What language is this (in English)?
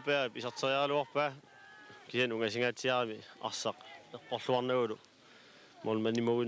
Kalaallisut